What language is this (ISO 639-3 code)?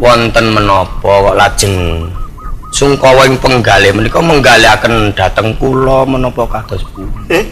jav